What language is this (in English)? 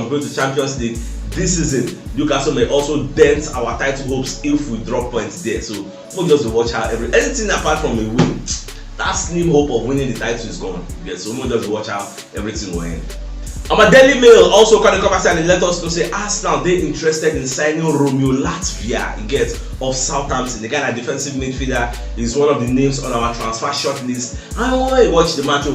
Nigerian Pidgin